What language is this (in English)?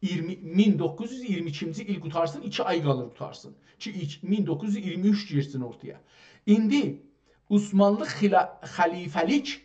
South Azerbaijani